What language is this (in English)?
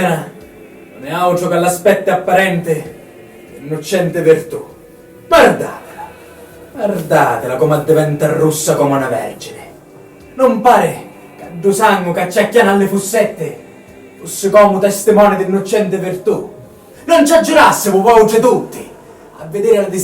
Sicilian